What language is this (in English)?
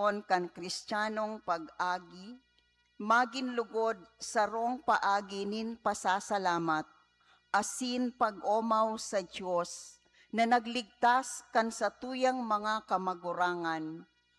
Bikol